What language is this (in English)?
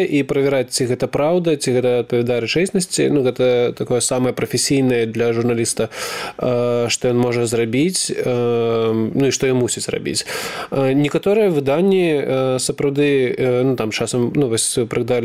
Belarusian